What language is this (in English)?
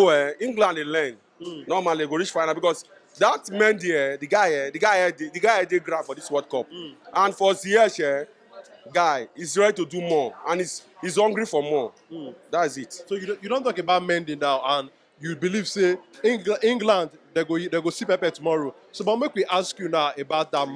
Nigerian Pidgin